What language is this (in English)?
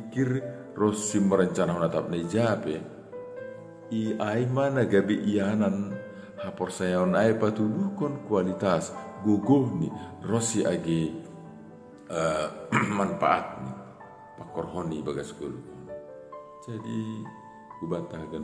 Batak Simalungun